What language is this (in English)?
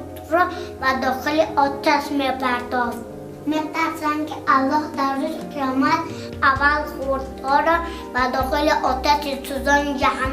Tajik